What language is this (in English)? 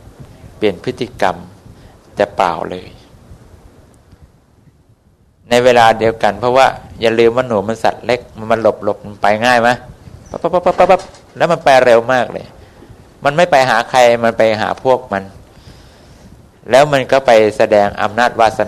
Thai